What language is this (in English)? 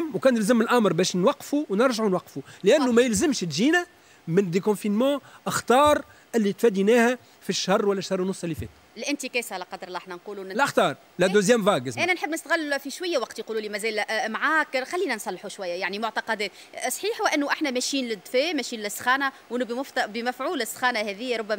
Tunisian Arabic